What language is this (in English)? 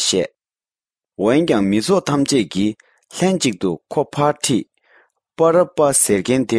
Tibetan